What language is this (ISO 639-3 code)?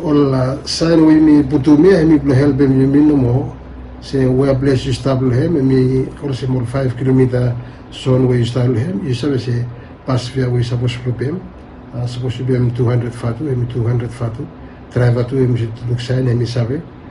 bis